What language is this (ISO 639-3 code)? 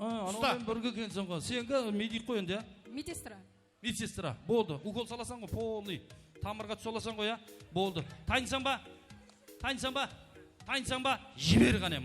kaa